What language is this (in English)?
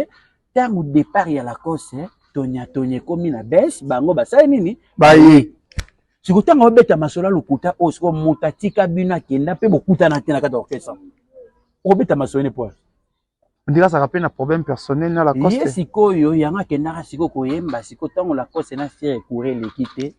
Lingala